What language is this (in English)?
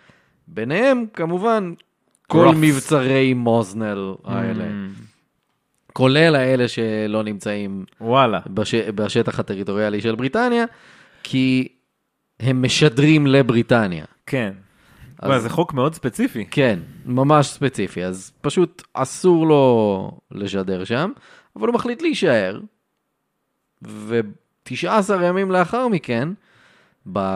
Hebrew